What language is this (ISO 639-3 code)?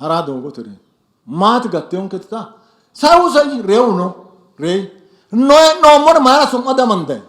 sid